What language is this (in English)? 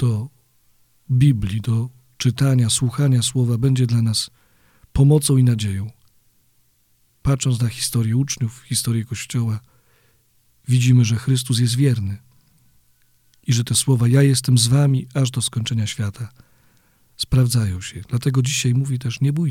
Polish